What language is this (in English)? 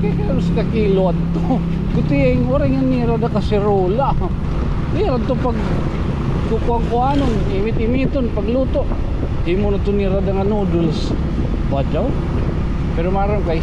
Waray